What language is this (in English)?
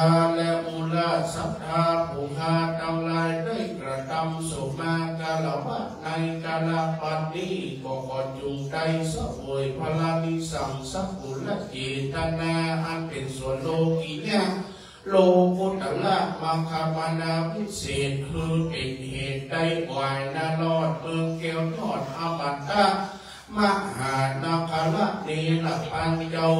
Thai